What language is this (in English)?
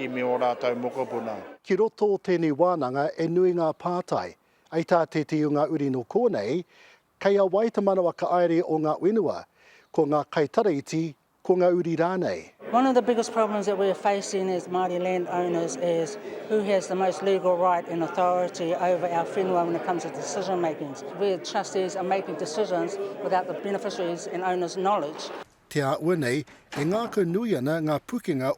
Māori